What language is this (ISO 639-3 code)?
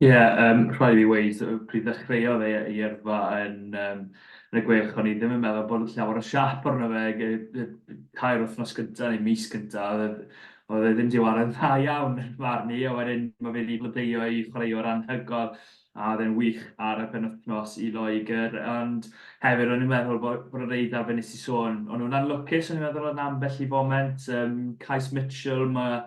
cym